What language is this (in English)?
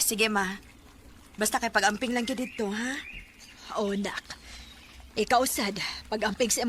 Cebuano